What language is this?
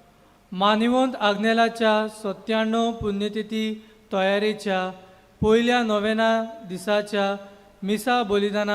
Konkani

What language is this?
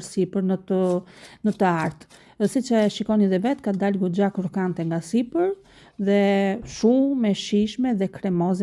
Albanian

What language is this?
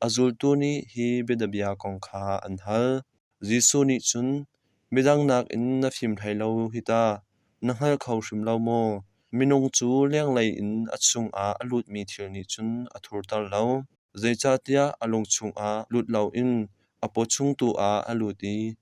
Hakha Chin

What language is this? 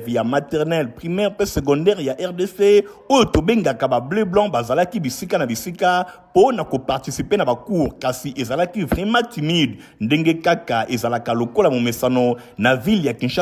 Lingala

